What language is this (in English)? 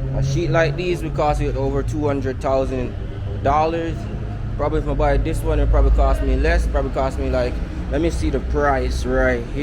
Jamaican Creole English